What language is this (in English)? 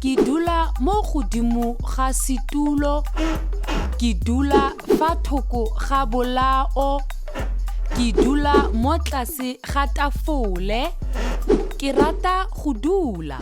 Tswana